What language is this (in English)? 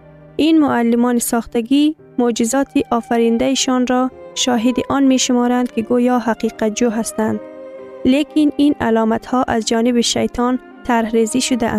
Persian